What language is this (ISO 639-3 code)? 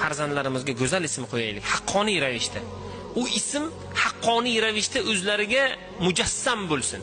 uzb